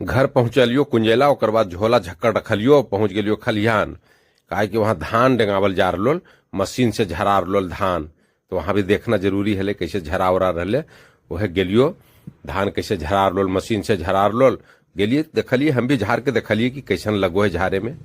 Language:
Magahi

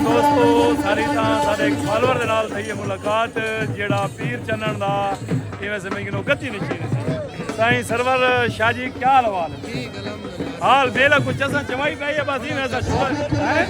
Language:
Saraiki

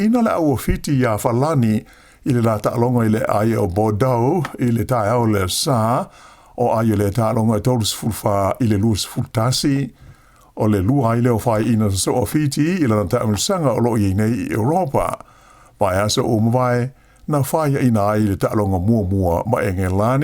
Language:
Samoan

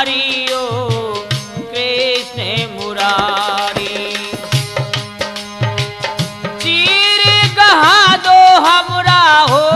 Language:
Hindi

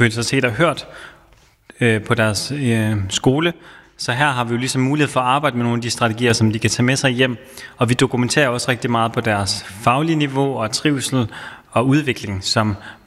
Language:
Danish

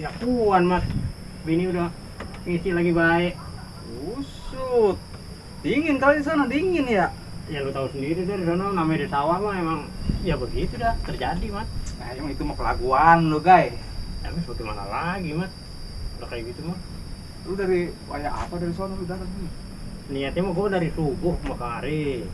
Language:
Betawi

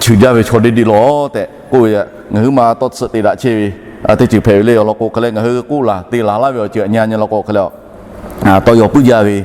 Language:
Lahu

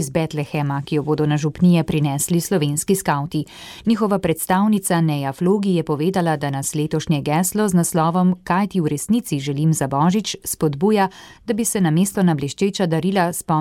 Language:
Slovenian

